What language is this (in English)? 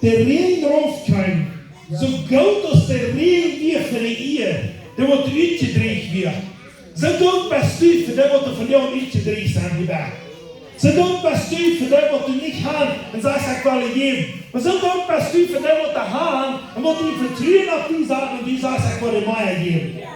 Plautdietsch